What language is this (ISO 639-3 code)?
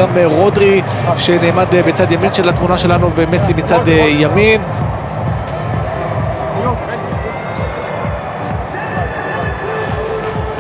heb